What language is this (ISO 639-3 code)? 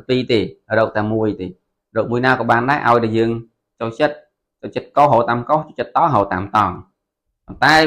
khm